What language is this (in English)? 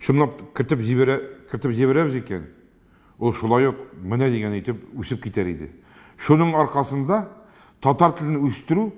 Tatar